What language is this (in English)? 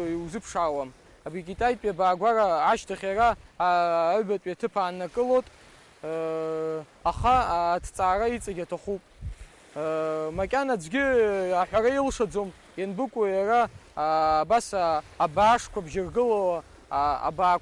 Abkhazian